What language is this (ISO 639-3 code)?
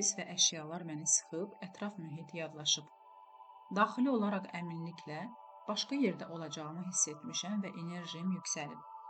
aze